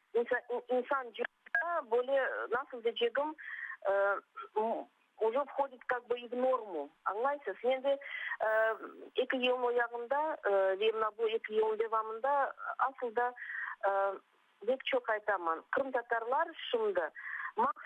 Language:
Crimean Tatar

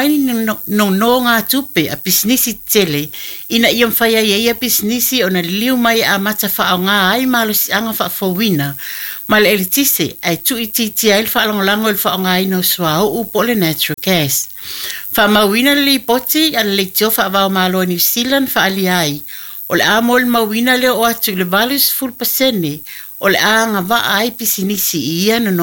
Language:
Samoan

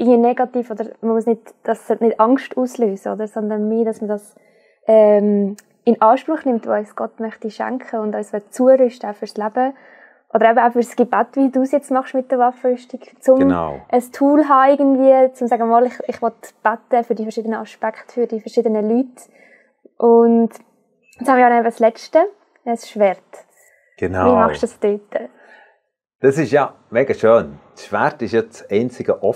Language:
Swiss German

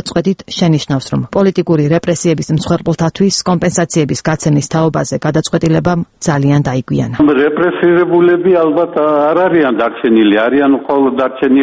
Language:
Georgian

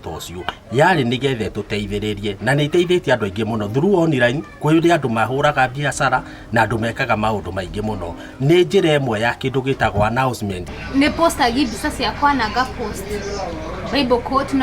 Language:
Kikuyu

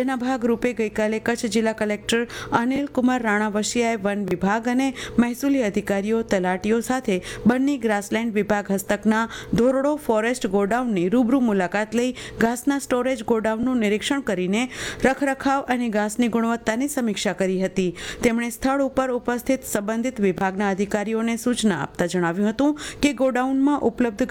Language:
Gujarati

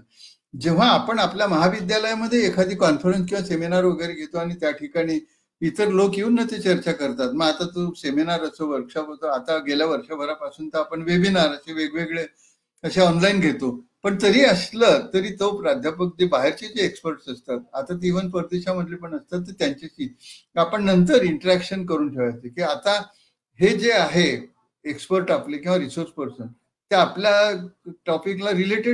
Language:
Marathi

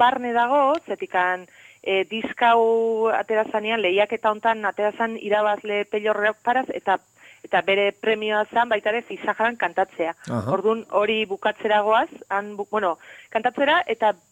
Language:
Basque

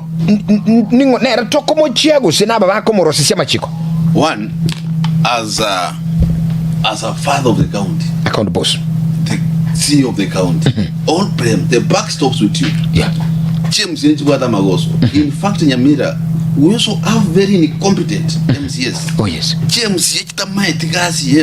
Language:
Gusii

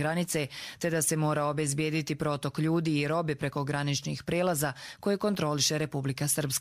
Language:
Croatian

